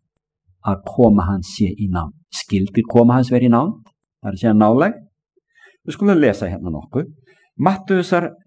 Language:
Icelandic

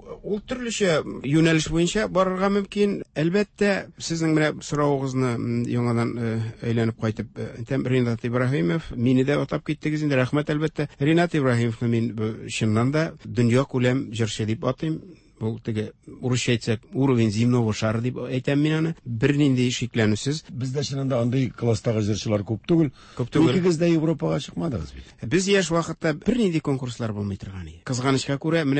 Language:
Tatar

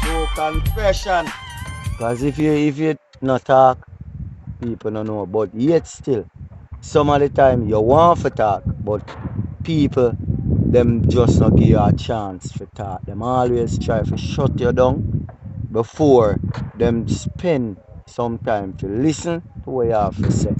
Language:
Jamaican Creole English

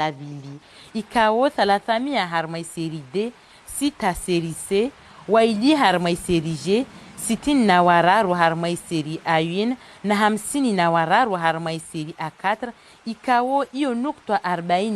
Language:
Ngazidja Comorian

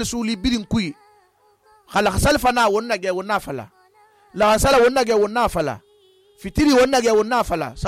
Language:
Susu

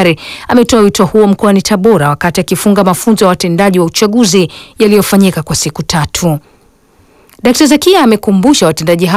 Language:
Swahili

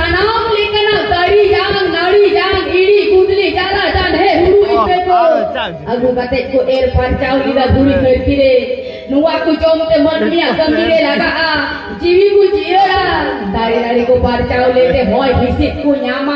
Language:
Santali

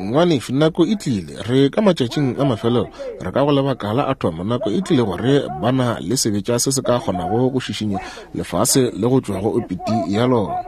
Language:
Northern Sotho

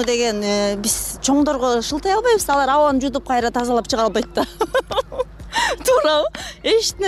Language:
Kyrgyz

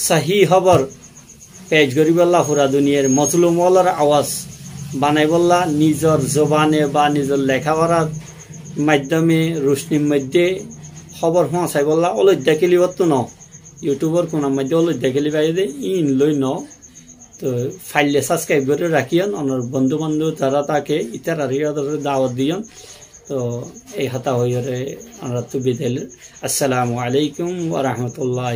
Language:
Rohingya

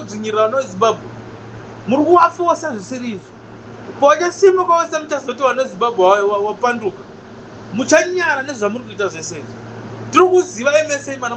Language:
Shona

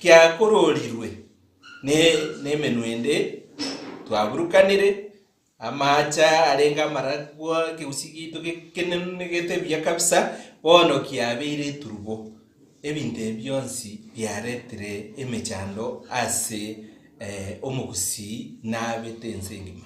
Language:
Gusii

